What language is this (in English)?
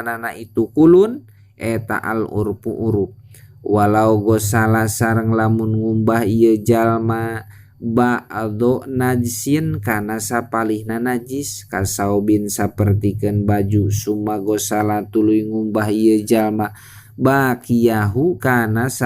Sundanese